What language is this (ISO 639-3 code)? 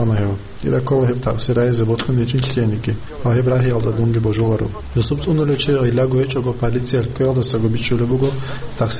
ava